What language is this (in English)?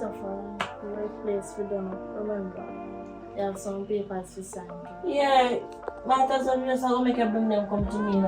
Jamaican Creole English